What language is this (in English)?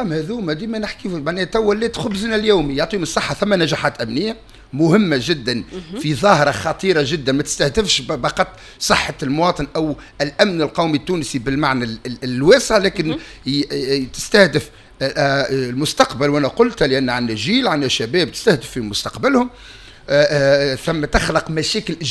Tunisian Arabic